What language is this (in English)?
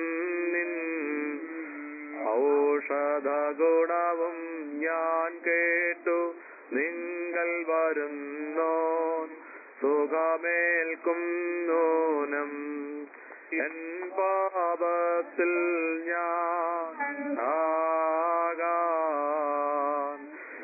Malayalam